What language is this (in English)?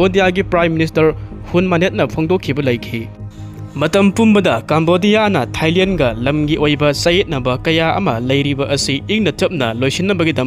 Manipuri